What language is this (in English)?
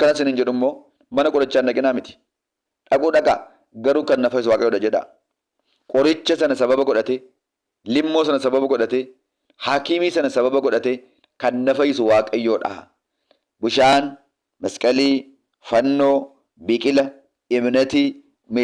Oromo